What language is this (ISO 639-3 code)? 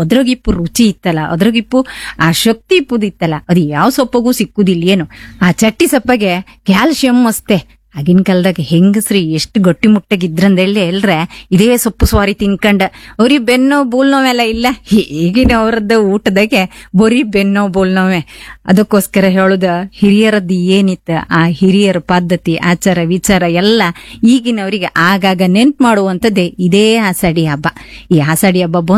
kan